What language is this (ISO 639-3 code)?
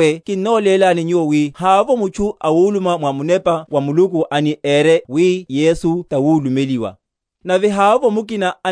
vmw